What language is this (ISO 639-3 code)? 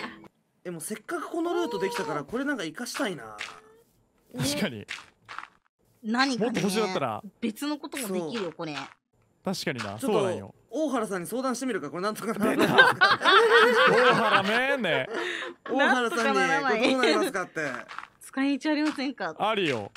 jpn